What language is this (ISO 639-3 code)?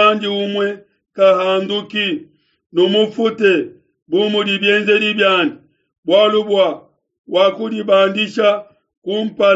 lua